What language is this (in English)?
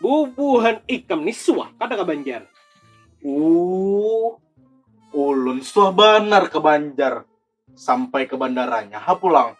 Banjar